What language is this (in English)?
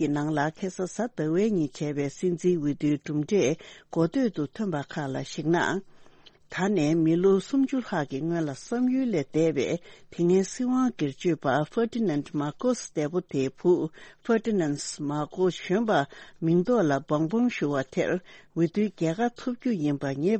Tibetan